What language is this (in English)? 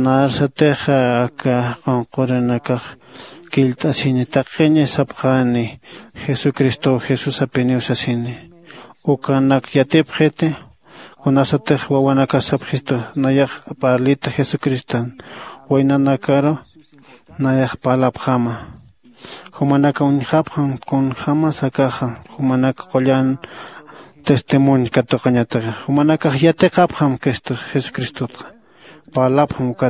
Aymara